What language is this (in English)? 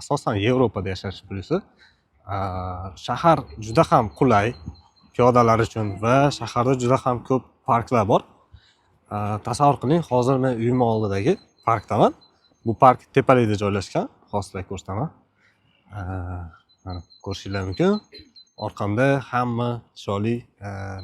Uzbek